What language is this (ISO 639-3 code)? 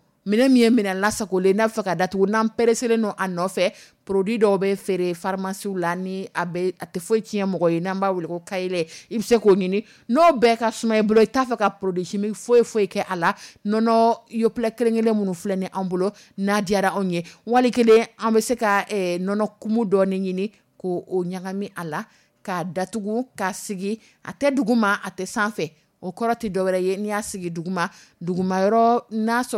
dyu